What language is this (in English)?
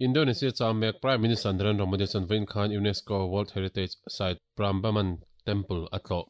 Mizo